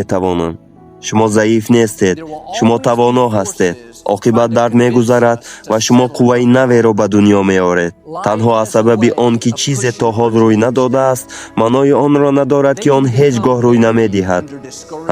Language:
Tajik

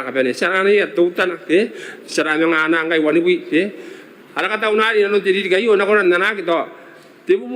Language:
Gilbertese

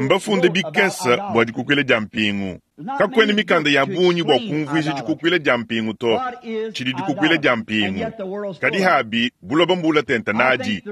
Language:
Luba-Lulua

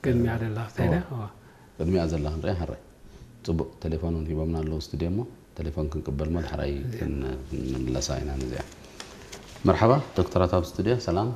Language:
Tigrinya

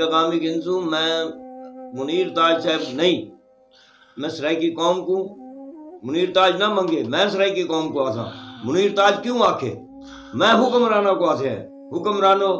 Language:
Saraiki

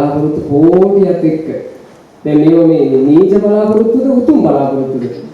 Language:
Sinhala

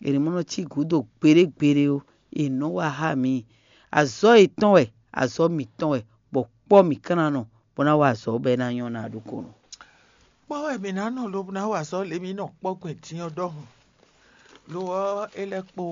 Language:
Fon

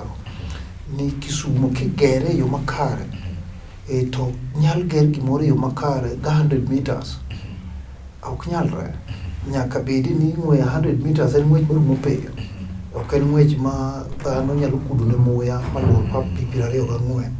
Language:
Luo (Kenya and Tanzania)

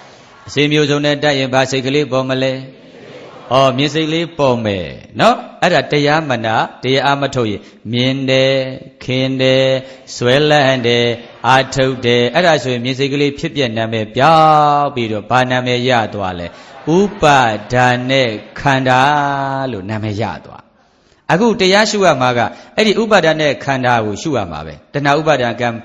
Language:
Burmese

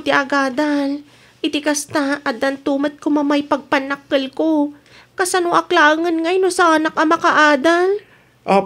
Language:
Iloko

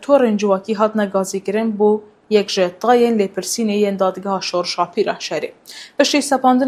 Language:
Kurdish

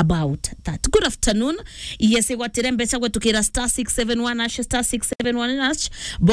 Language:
Meru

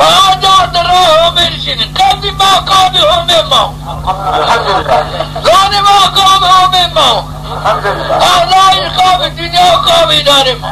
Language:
Zaza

